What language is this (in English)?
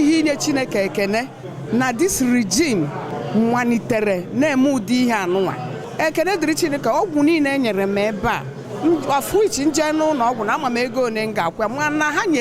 Igbo